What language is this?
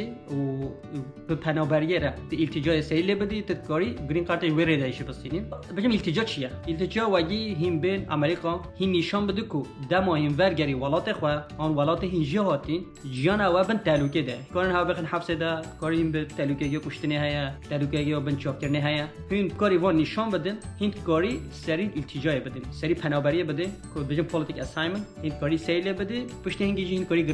Kurdish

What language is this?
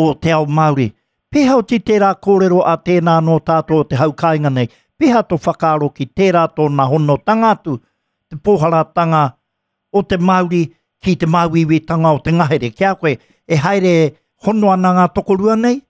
Māori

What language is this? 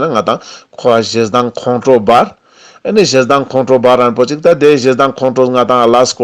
Ladakhi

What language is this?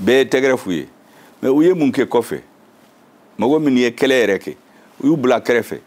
Bambara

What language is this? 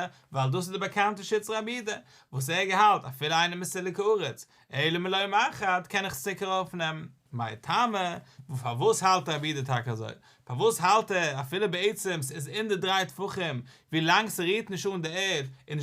Yiddish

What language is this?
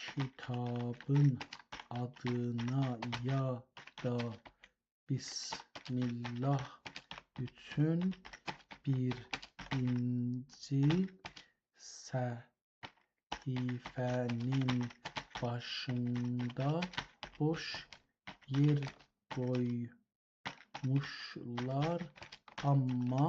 South Azerbaijani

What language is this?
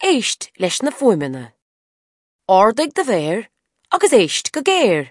Irish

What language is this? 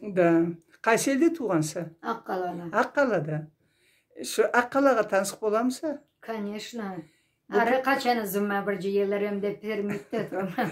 Karachay-Balkar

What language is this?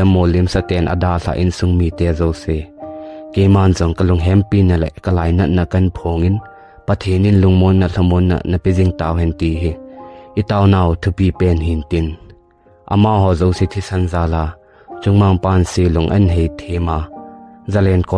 Thado Chin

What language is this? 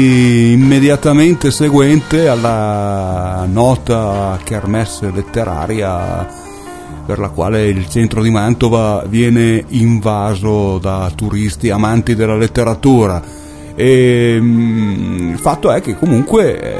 Italian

